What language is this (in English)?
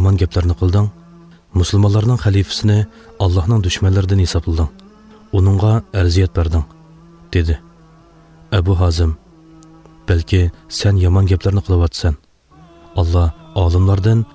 Uyghur